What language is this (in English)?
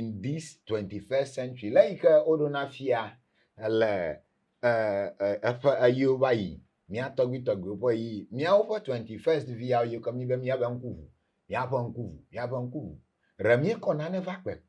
Ewe